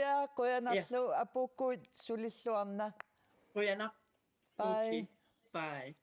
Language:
Kalaallisut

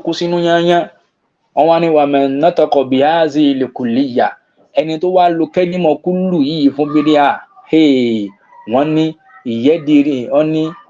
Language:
Yoruba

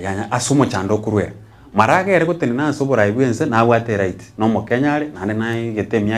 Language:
Gusii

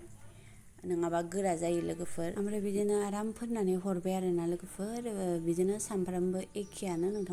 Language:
Bodo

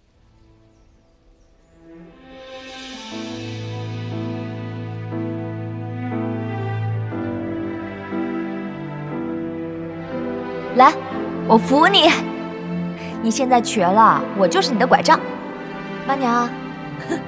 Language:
Chinese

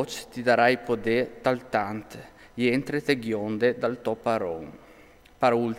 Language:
Friulian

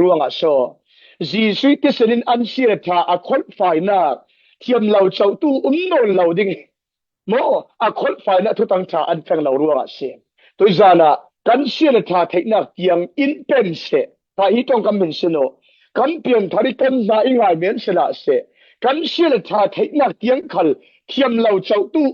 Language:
Falam Chin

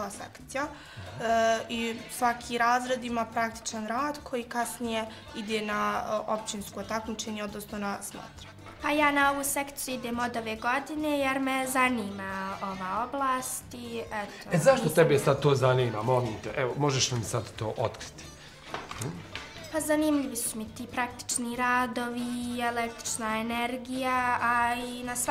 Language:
Bosnian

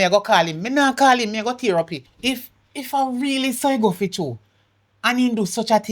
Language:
Jamaican Creole English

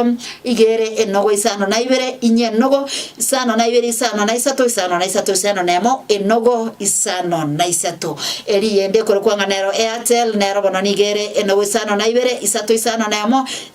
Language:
Gusii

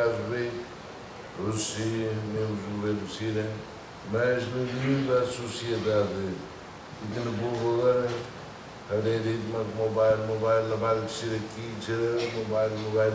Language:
Tetum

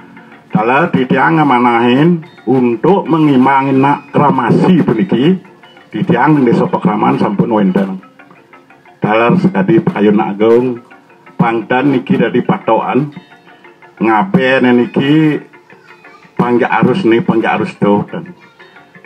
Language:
Balinese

